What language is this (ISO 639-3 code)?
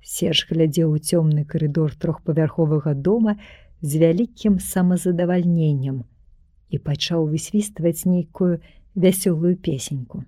bel